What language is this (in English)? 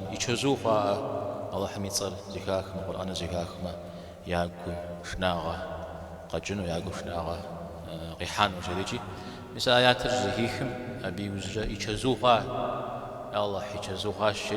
Kabardian